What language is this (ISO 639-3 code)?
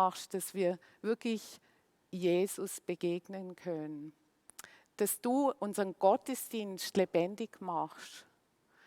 gsw